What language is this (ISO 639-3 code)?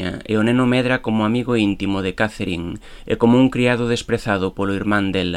glg